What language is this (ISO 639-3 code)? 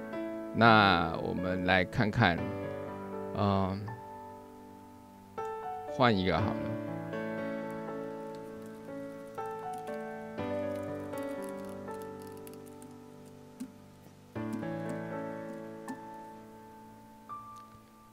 zho